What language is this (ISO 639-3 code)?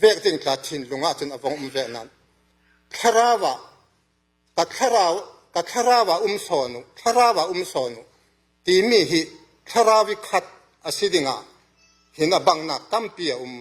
cfm